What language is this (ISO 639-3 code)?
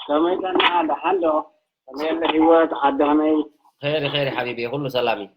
tir